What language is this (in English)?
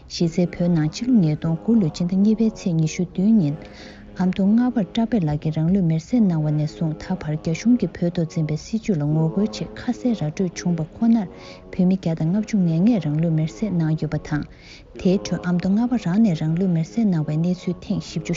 Tibetan